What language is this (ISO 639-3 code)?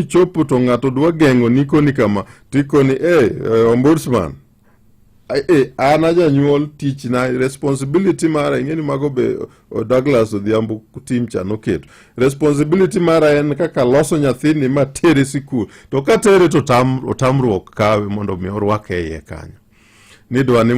luo